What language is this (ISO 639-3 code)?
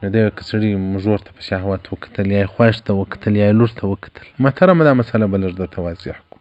pus